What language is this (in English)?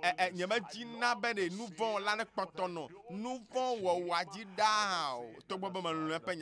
Ewe